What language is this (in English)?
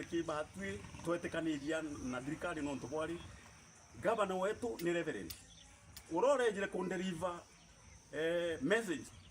Meru